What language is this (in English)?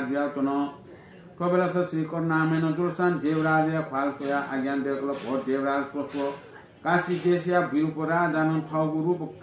Newari